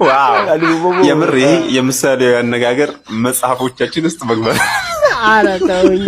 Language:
Amharic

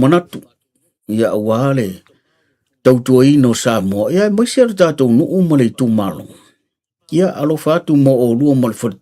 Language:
Samoan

